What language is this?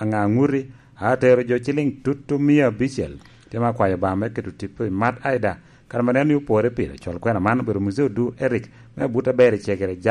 Lango (Uganda)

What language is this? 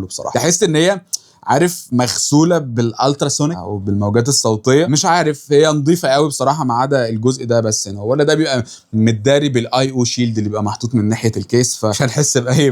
Egyptian Arabic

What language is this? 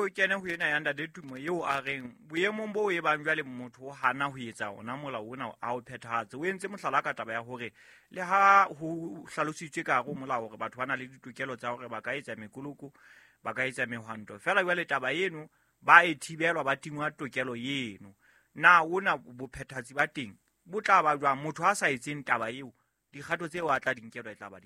Southern Sotho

